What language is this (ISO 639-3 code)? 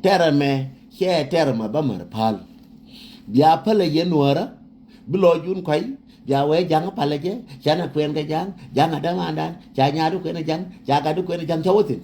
nus